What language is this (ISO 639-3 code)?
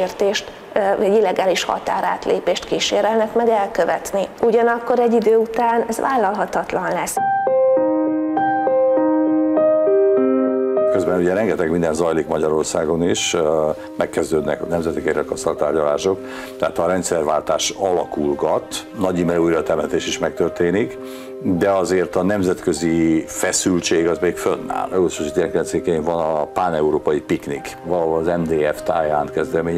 hun